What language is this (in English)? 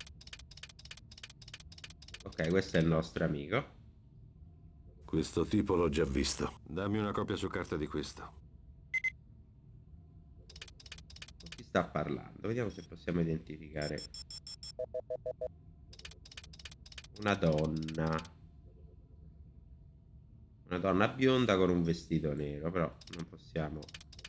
Italian